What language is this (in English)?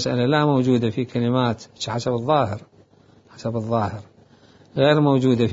Mesopotamian Arabic